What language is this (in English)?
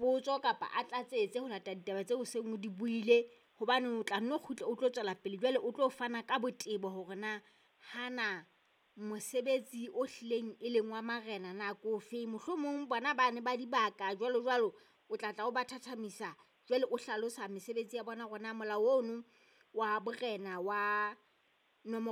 Southern Sotho